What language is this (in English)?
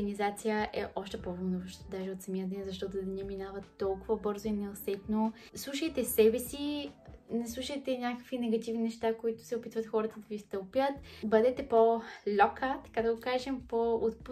Bulgarian